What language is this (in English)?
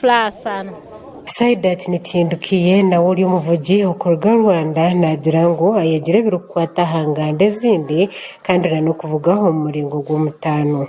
Nyankole